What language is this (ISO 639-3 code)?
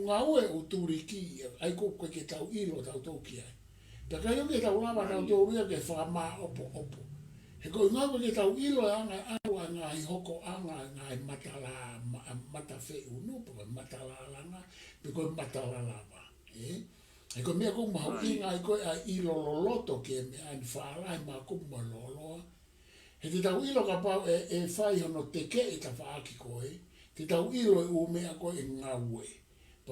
ton